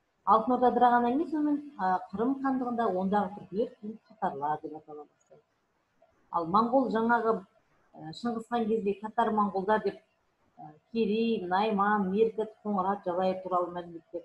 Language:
Kazakh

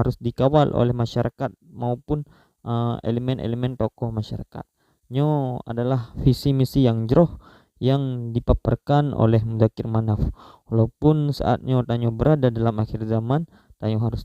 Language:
Achinese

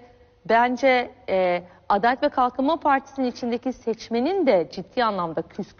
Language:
Turkish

